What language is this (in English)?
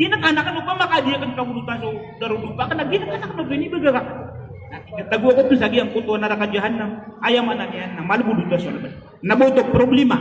Maranao